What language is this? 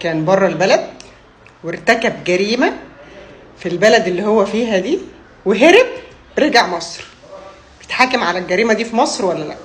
Egyptian Arabic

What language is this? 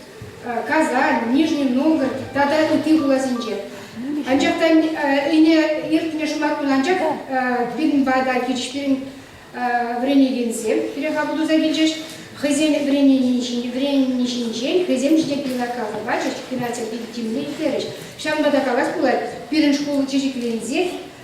Chuvash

